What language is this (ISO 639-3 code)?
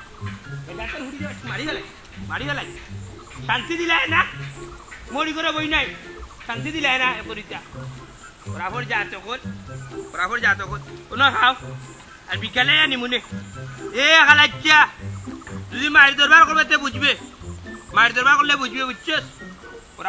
syl